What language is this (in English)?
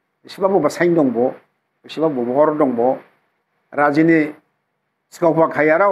Dimasa